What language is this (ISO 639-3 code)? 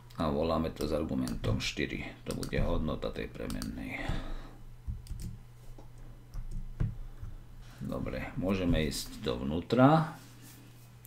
slk